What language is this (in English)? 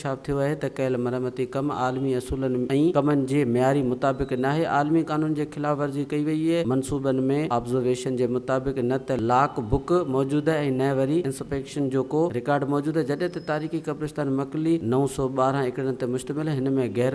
Sindhi